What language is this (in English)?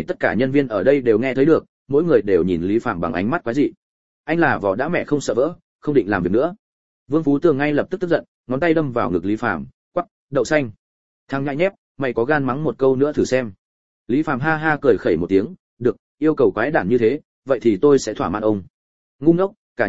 Vietnamese